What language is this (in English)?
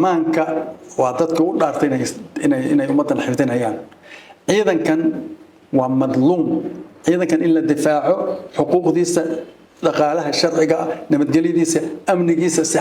Somali